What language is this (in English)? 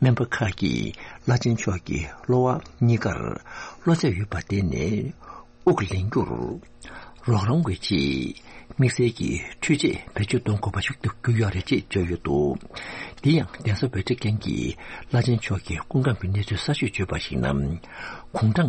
Tibetan